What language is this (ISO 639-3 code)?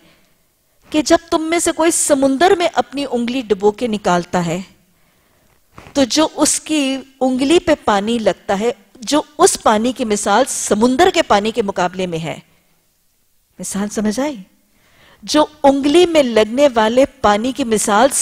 urd